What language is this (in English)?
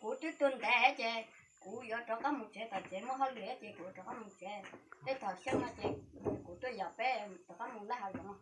Hmong